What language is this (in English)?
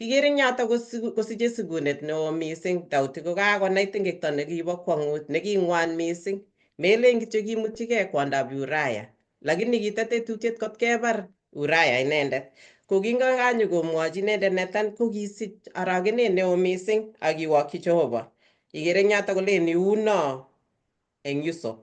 Kalenjin